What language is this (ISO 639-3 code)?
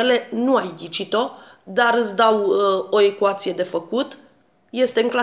ron